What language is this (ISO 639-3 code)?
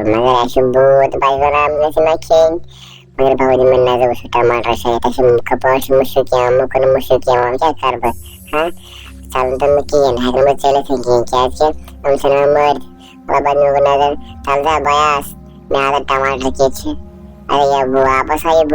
kas